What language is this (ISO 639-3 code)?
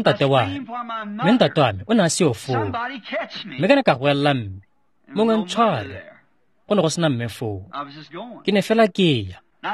tsn